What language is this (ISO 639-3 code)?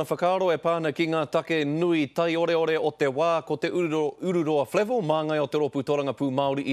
mri